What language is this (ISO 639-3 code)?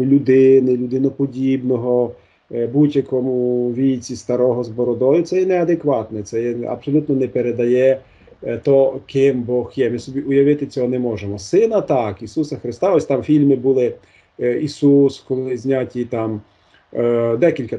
ukr